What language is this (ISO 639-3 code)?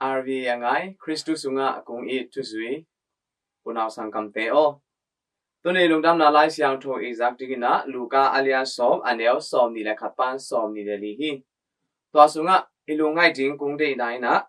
ctd